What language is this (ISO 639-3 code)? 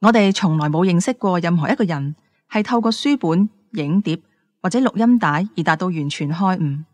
yue